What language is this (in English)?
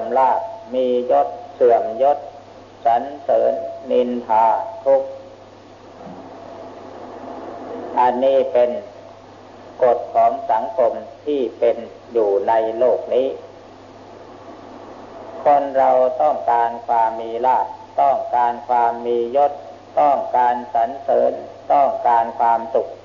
Thai